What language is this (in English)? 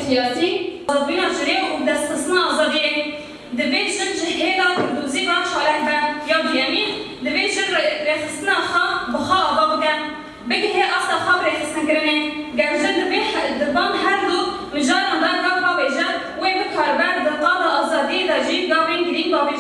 Kurdish